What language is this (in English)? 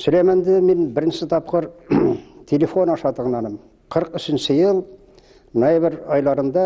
Bashkir